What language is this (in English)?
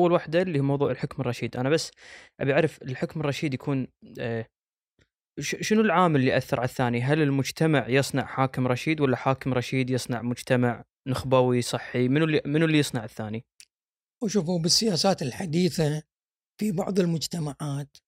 Gulf Arabic